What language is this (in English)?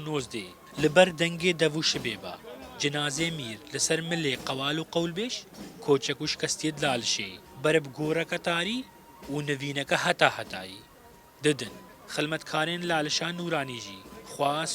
Kurdish